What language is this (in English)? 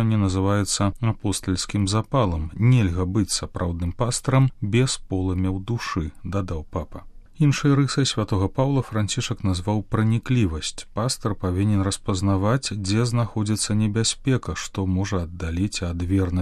Belarusian